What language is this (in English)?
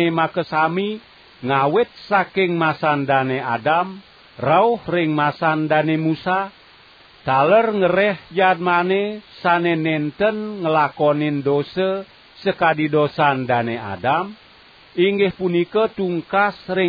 Balinese